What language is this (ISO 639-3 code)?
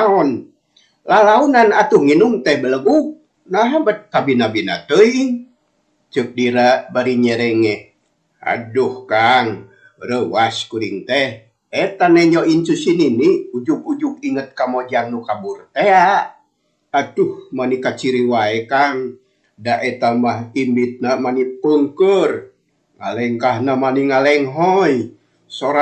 sun